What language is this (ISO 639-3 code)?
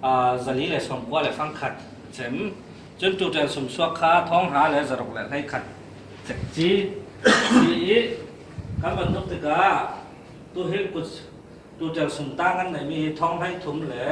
cfm